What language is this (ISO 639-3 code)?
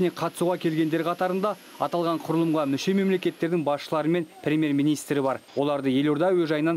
kaz